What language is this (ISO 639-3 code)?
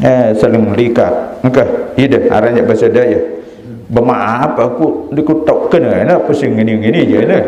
sas